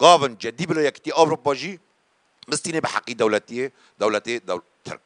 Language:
Kurdish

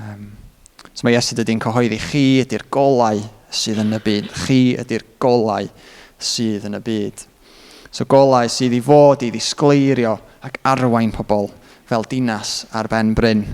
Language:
Welsh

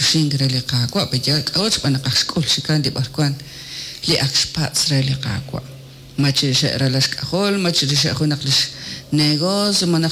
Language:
Kekchí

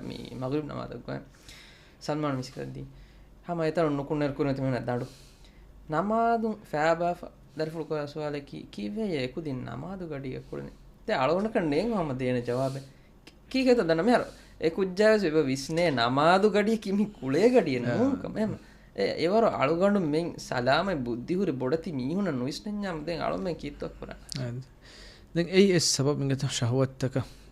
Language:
Divehi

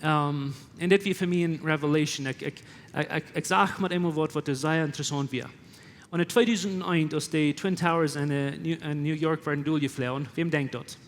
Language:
Plautdietsch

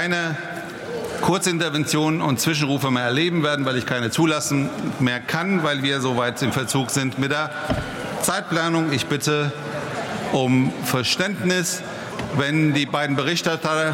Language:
German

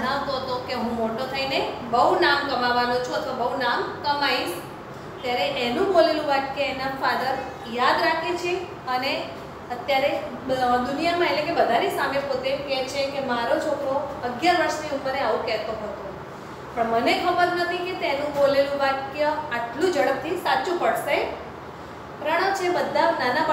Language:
Gujarati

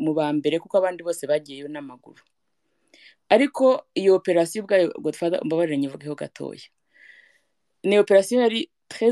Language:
Kinyarwanda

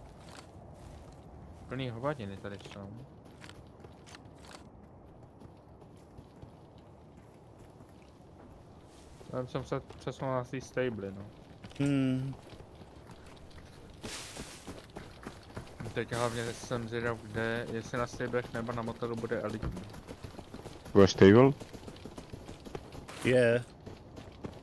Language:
Czech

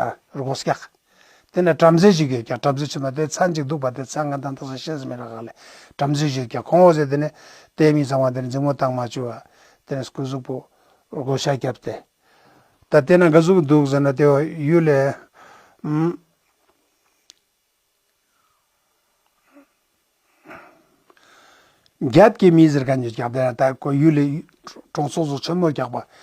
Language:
Ladakhi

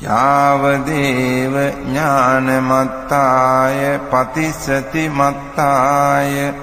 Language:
Pali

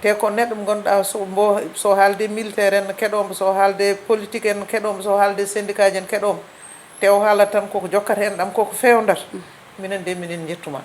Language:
Fula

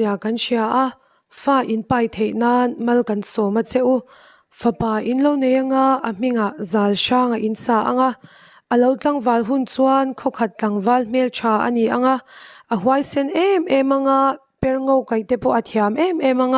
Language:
Mizo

